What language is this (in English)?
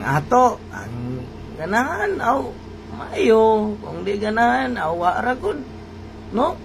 Cebuano